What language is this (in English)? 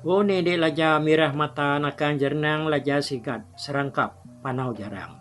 Iban